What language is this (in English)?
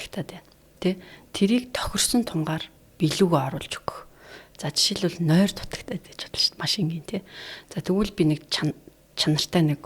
Mongolian